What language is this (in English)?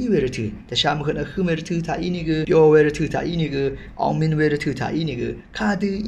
Rawang